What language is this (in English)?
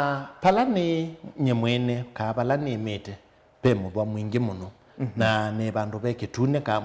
Kamba